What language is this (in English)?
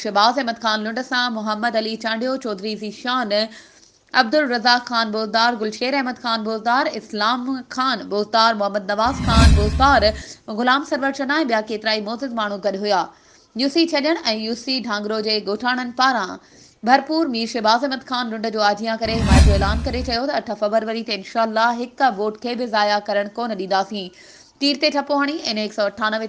Sindhi